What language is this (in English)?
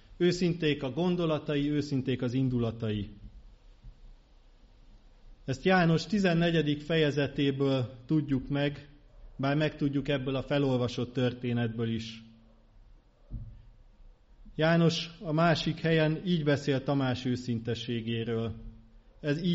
Hungarian